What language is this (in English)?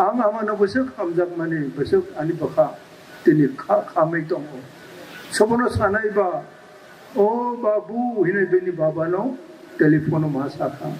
Kok Borok